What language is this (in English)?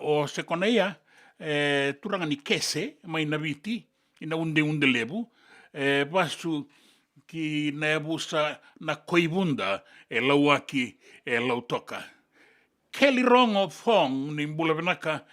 Fijian